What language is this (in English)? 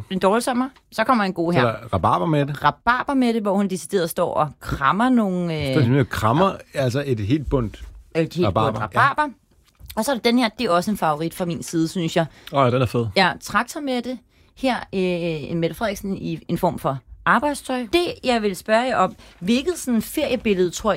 Danish